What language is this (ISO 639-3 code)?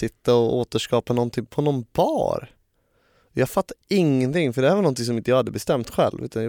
swe